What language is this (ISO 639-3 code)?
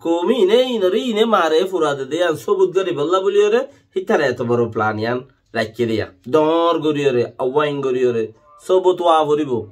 rhg